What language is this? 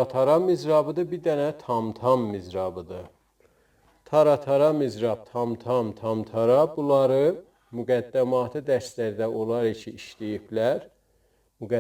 South Azerbaijani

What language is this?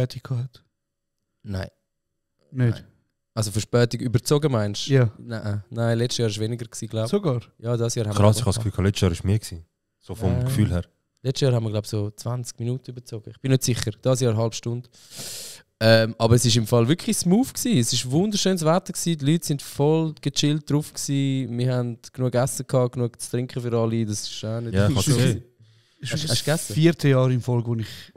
Swiss German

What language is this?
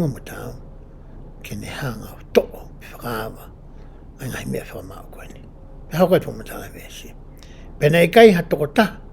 Tongan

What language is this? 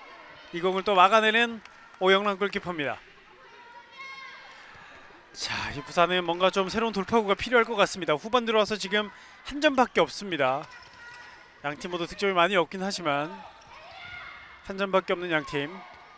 Korean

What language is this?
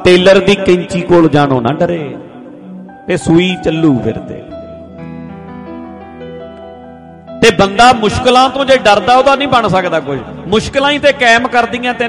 Punjabi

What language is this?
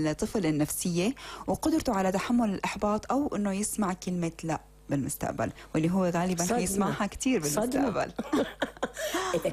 North Levantine Arabic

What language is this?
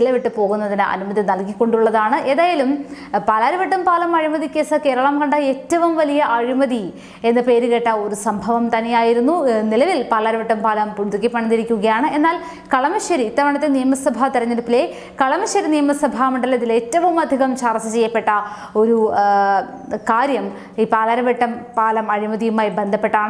Malayalam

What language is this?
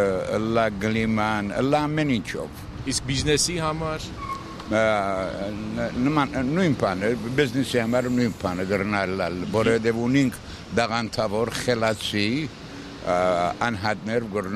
Armenian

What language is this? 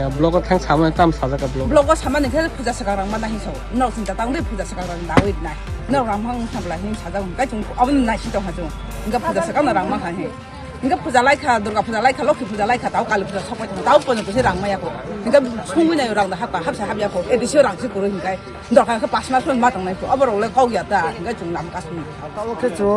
Kok Borok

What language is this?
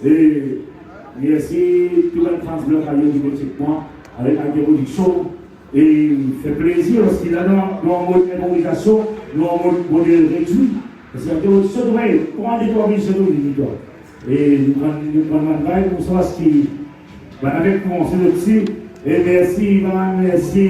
Morisyen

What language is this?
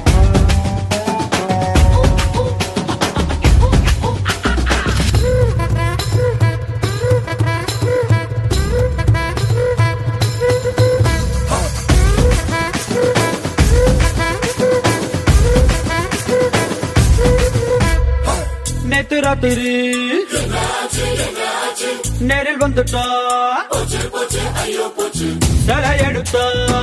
Tamil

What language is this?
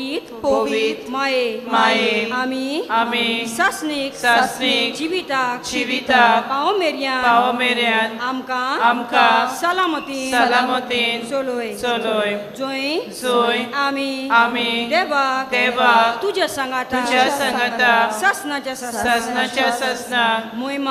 Konkani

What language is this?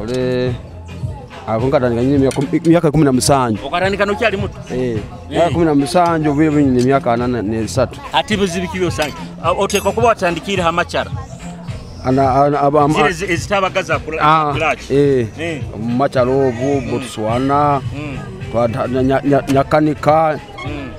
Nyoro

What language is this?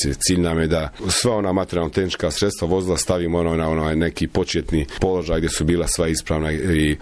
Croatian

